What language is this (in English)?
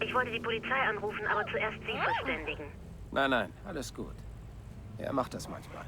Bavarian